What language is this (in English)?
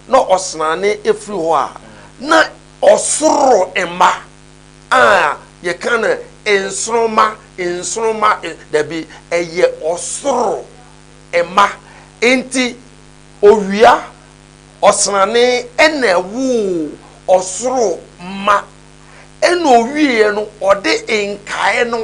Akan